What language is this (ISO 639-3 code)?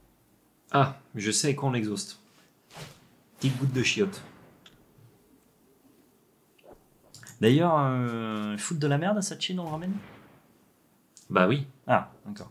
fra